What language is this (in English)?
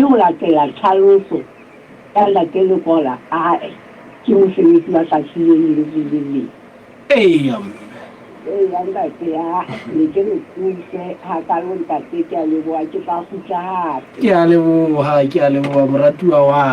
Southern Sotho